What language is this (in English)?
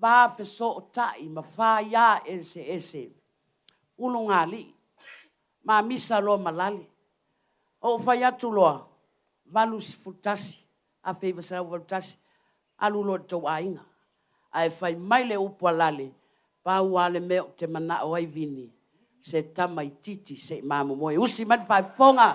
Samoan